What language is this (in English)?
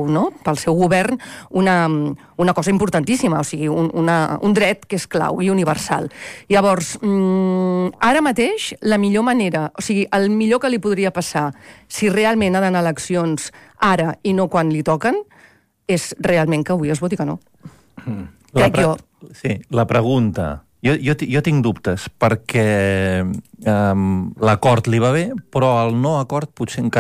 Catalan